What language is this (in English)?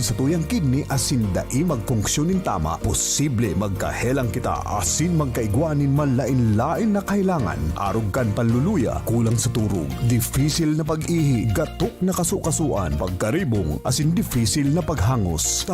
Bikol